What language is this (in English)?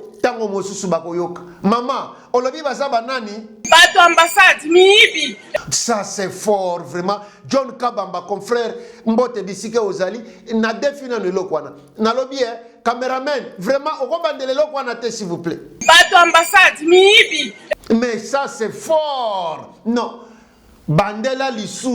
Lingala